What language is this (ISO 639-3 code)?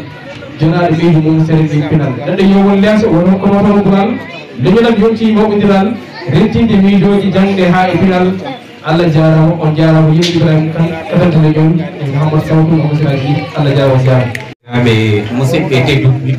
ful